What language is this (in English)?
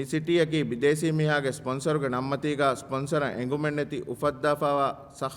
Divehi